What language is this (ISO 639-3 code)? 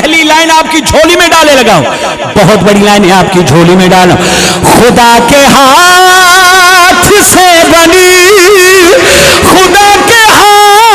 urd